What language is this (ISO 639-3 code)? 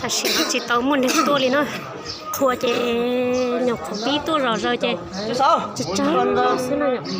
hmn